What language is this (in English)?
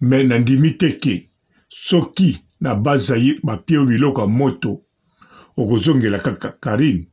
Lingala